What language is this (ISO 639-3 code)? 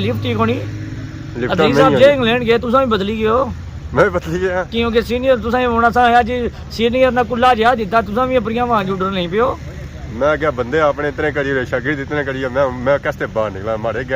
phr